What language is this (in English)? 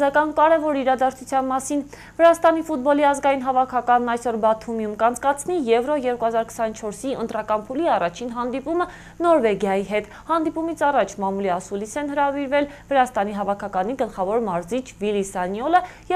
Armenian